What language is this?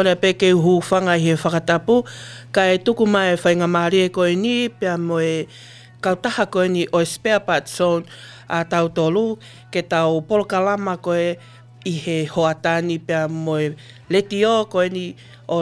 Tongan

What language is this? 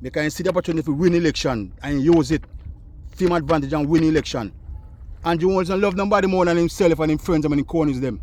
Jamaican Creole English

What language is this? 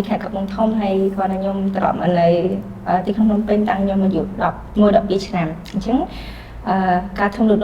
Khmer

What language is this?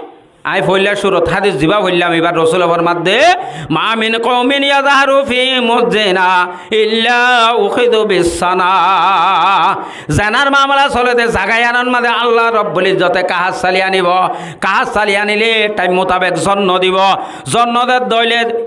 Rohingya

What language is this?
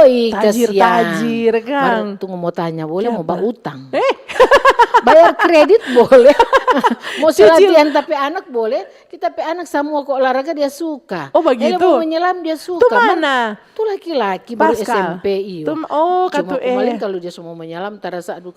Manado Malay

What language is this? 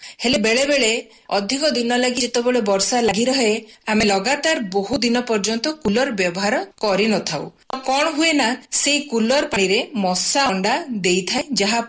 Odia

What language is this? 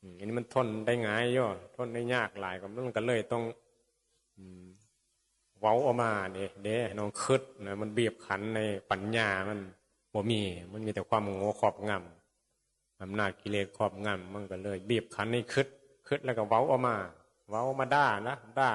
Northeastern Thai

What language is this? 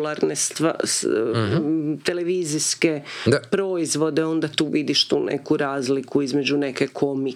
Croatian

